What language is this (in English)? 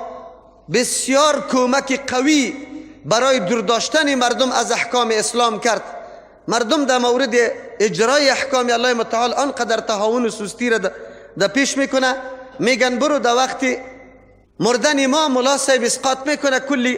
Persian